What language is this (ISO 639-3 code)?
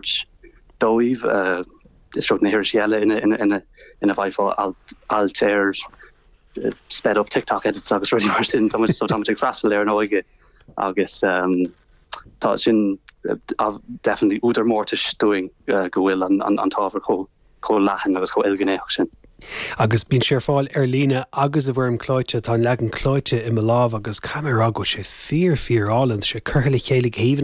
gle